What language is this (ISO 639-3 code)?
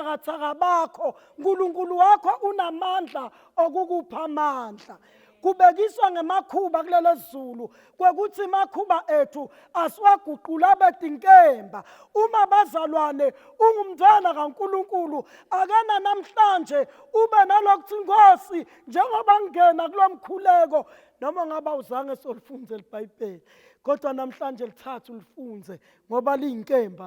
zul